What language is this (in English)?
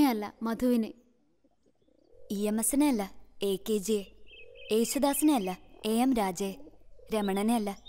Malayalam